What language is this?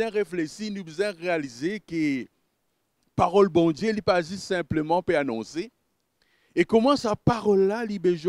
Morisyen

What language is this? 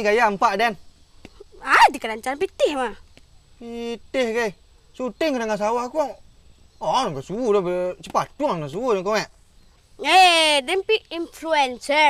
Minangkabau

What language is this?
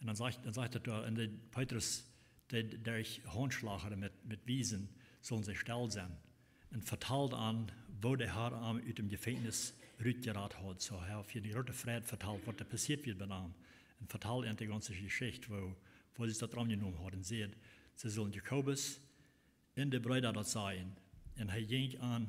Plautdietsch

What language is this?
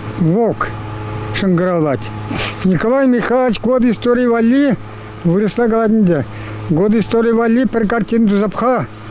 Chuvash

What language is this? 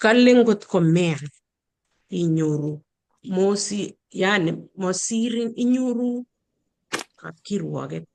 Kalenjin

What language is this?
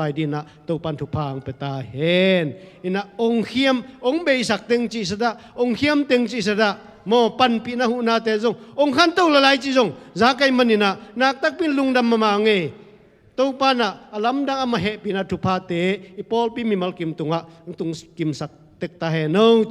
Tedim Chin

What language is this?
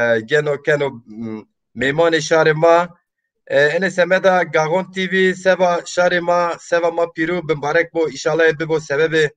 Zaza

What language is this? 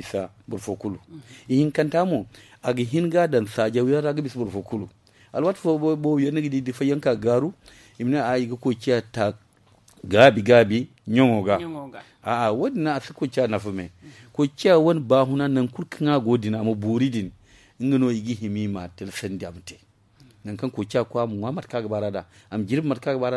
Zarma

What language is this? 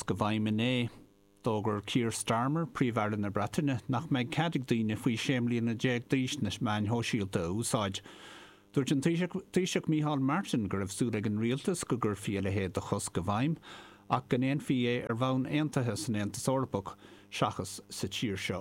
Irish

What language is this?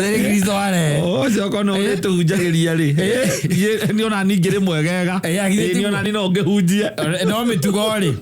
Kikuyu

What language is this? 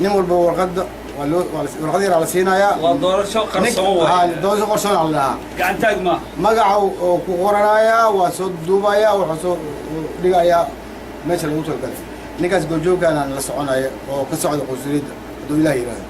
Somali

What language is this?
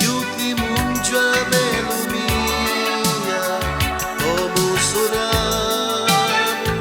Neapolitan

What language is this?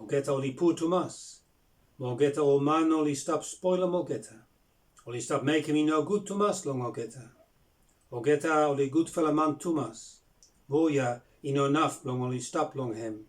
Bislama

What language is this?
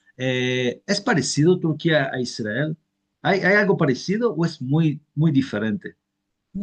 Ladino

